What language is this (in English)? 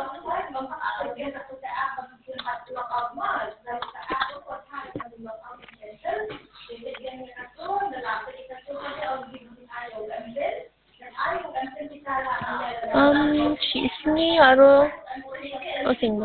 Khasi